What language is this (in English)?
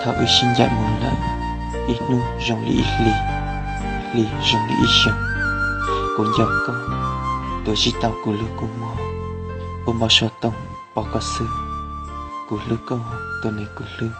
Hmong